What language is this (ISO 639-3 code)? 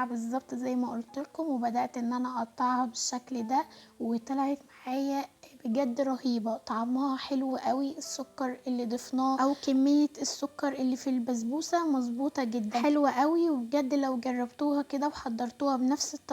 arz